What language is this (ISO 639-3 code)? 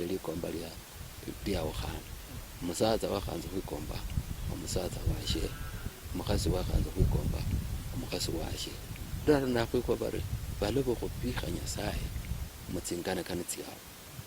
luy